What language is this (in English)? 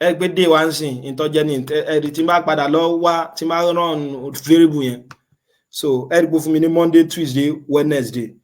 Yoruba